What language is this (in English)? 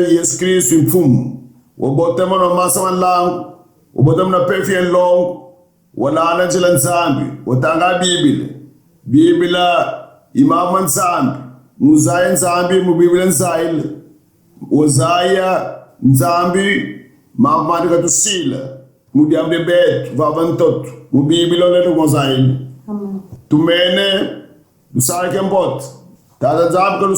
Kongo